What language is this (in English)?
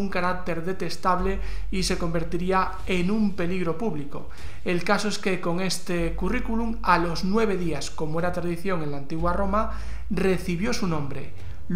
Spanish